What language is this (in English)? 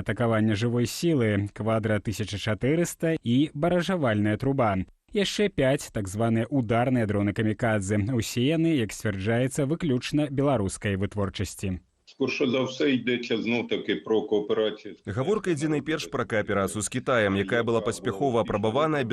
Belarusian